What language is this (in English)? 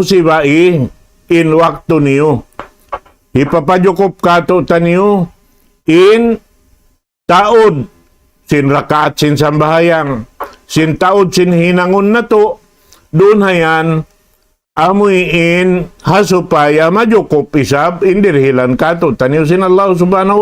Tausug